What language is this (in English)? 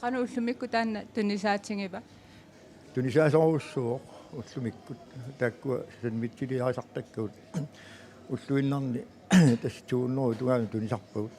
Kalaallisut